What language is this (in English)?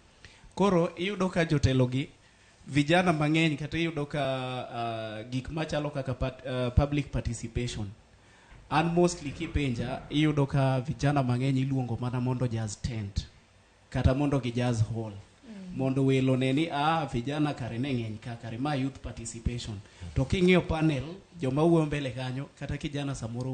Luo (Kenya and Tanzania)